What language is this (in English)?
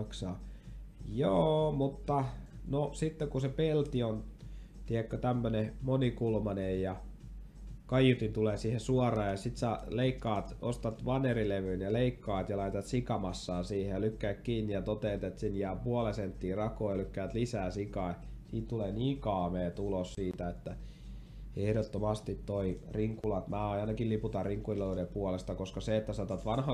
Finnish